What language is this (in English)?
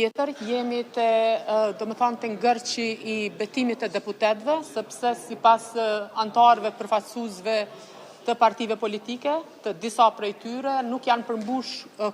Albanian